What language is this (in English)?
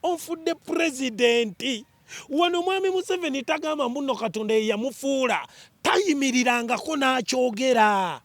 Ganda